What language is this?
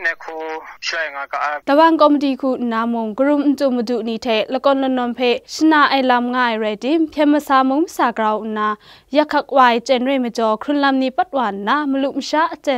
Kachin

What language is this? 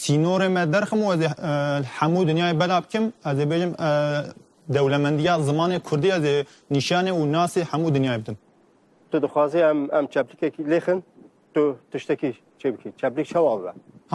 Kurdish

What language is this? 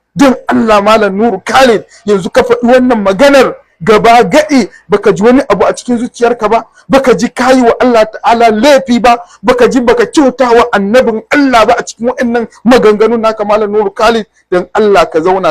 Hausa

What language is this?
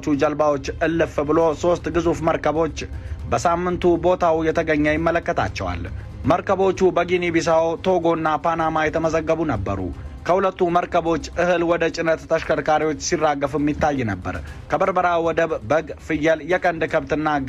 Amharic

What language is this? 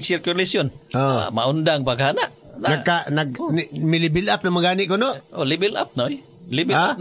Cebuano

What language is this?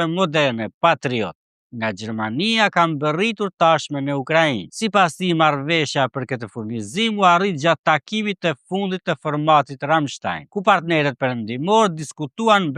Albanian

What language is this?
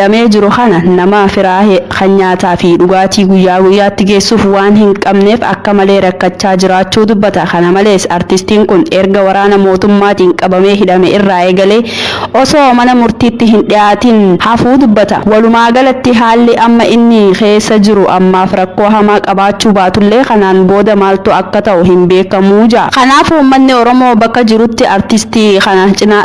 Oromo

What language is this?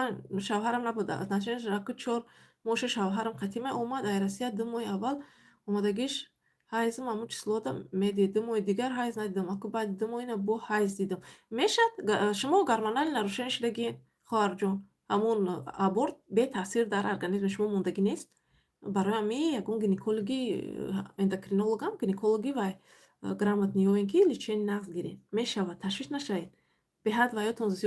Tajik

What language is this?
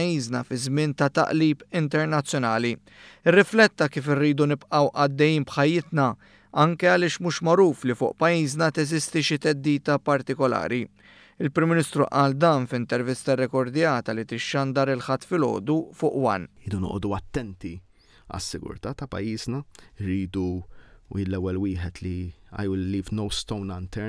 Maltese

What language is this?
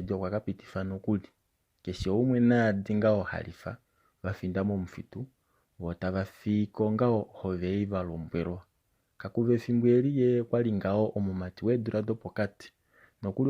Kuanyama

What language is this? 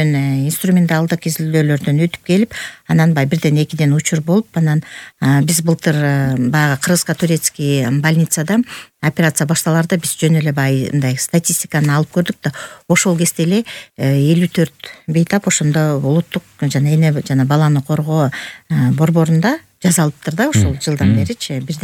Kyrgyz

